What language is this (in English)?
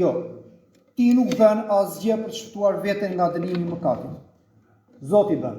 Albanian